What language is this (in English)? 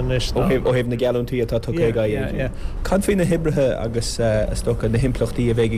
Irish